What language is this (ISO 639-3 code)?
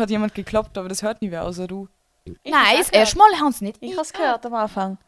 gsw